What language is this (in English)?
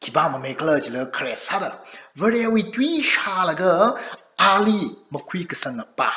Tangkhul Naga (India)